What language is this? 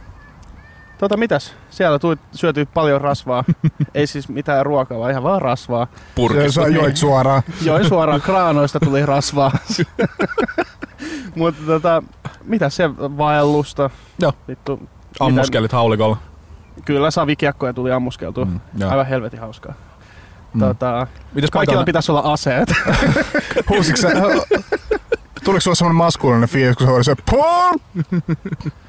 Finnish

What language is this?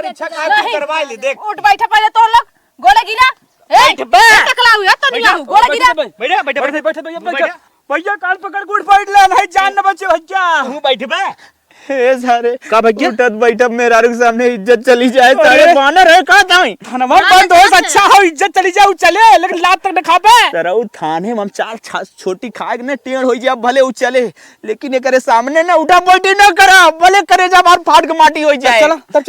Awadhi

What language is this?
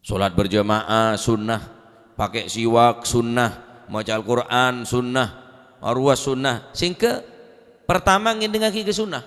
Madurese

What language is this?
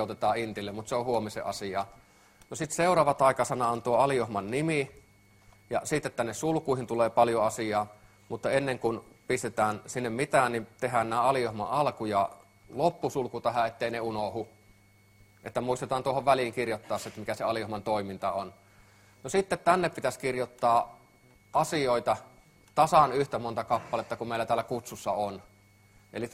Finnish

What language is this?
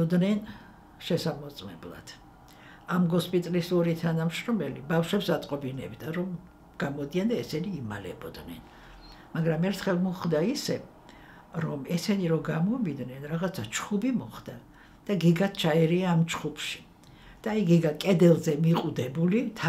Georgian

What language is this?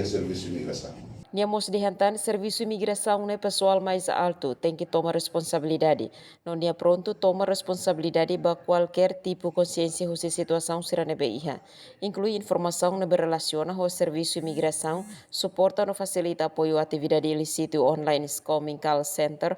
Tetum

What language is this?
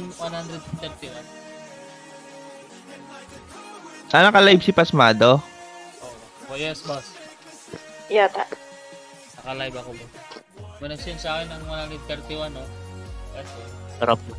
Filipino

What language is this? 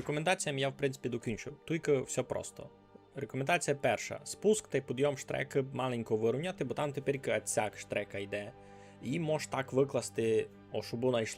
Rusyn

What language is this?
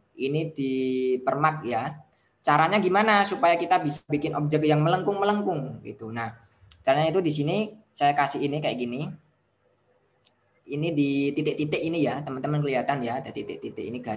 Indonesian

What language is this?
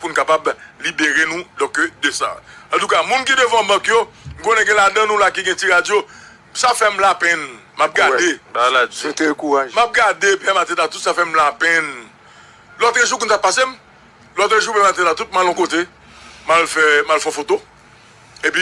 Haitian Creole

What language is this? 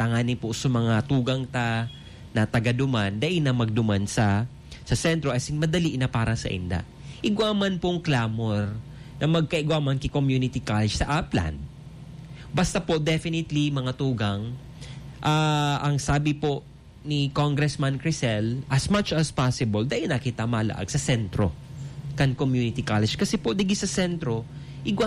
Bikol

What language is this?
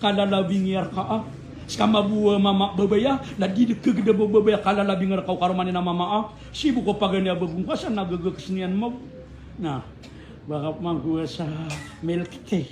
Maranao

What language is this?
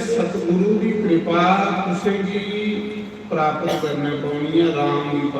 Dogri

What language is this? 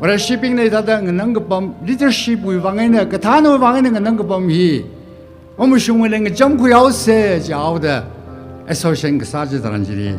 Tangkhul Naga (India)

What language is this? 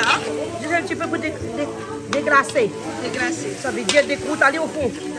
Réunion Creole French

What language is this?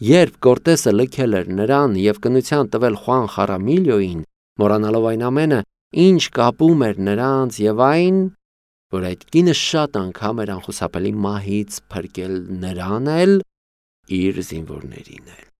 Armenian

